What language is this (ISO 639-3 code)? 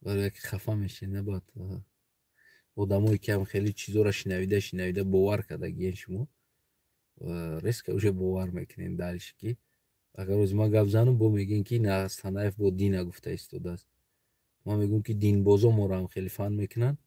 tgk